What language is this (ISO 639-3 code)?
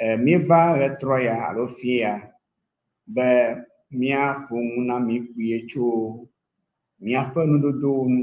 ewe